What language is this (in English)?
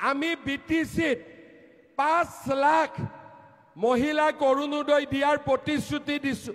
Assamese